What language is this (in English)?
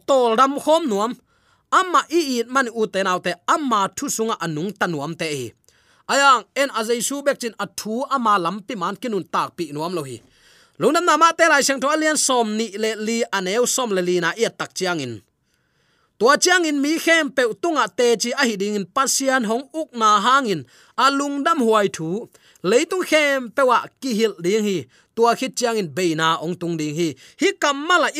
Tedim Chin